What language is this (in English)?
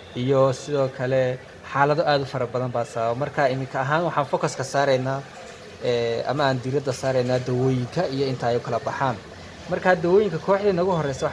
Somali